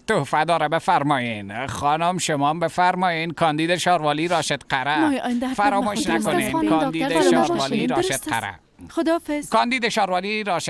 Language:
Persian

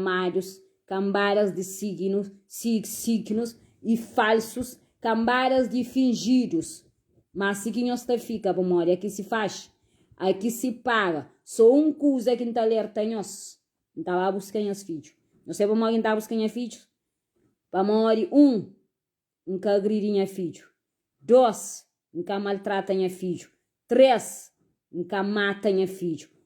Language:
Kabuverdianu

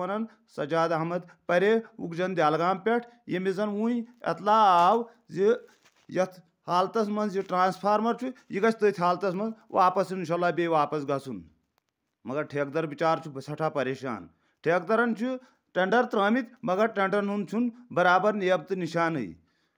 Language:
Kashmiri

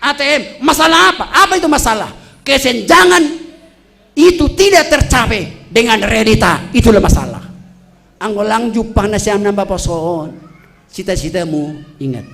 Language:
Batak Simalungun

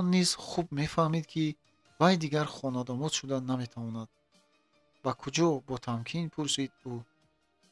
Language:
Tajik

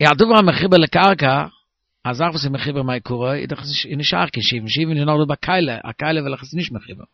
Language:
Yiddish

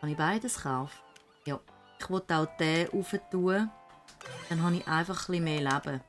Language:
Swiss German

